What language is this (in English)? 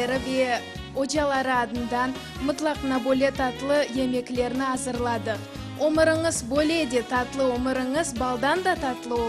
Crimean Tatar